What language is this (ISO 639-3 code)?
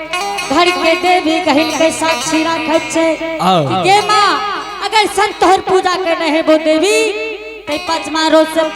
anp